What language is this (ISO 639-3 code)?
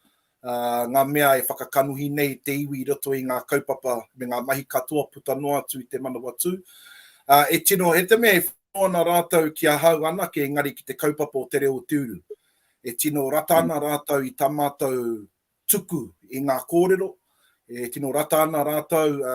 mri